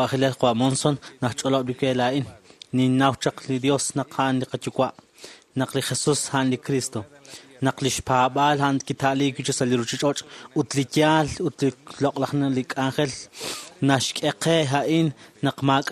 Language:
Kekchí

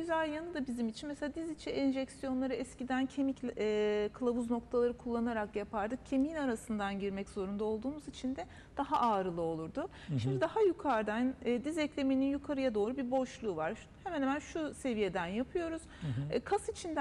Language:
Turkish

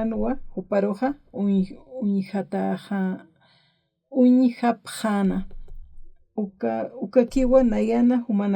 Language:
Aymara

